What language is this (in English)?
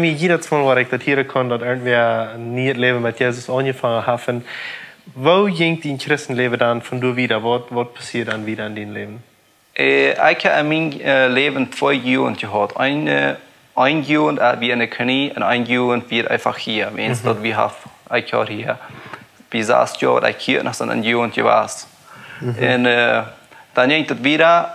Plautdietsch